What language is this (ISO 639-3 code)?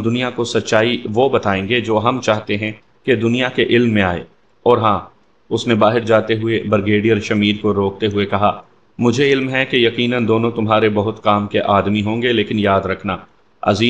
urd